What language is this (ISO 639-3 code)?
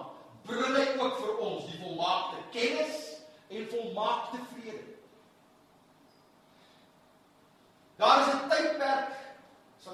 afr